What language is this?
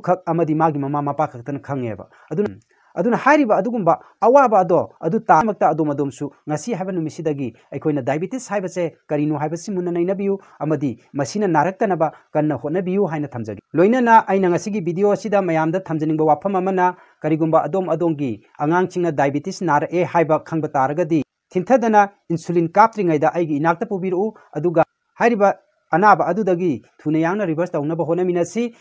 Manipuri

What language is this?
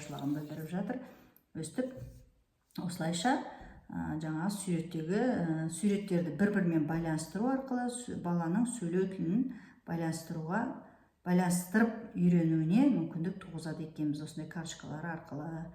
Kazakh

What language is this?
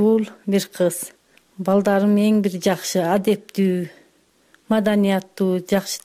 Kyrgyz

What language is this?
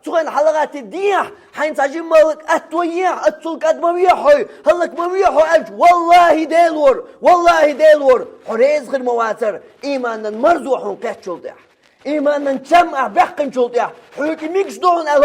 Chechen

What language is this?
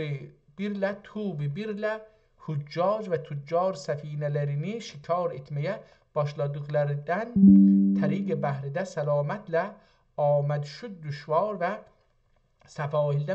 South Azerbaijani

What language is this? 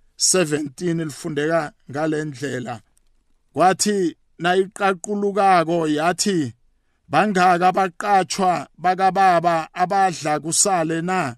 South Ndebele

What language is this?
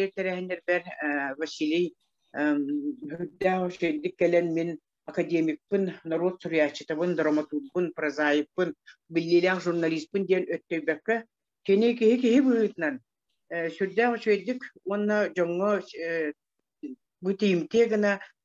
Yakut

